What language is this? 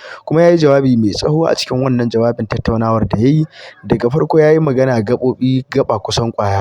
Hausa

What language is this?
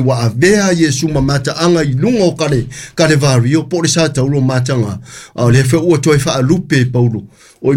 Samoan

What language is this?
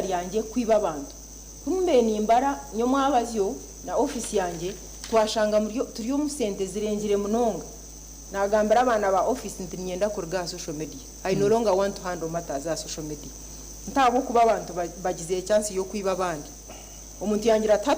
Nyankole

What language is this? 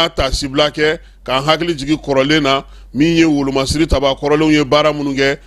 Bambara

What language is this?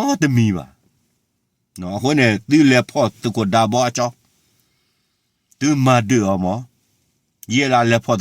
S'gaw Karen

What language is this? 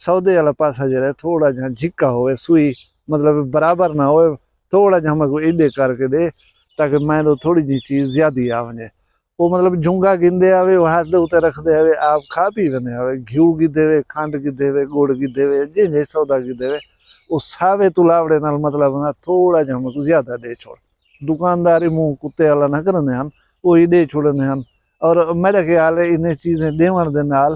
Saraiki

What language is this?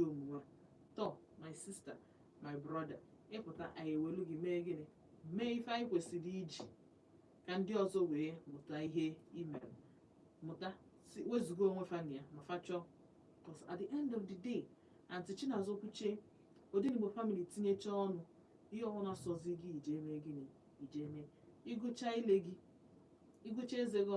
Igbo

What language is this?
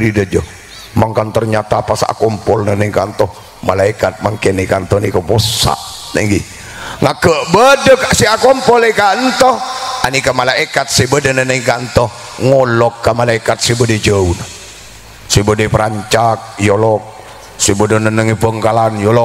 Madurese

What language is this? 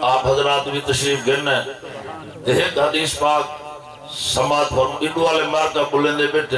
Saraiki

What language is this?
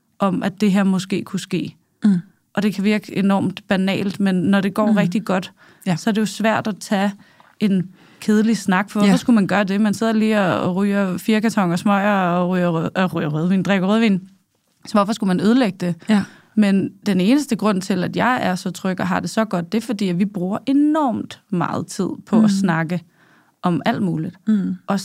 Danish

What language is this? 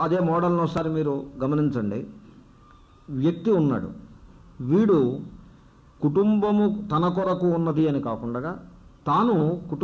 Telugu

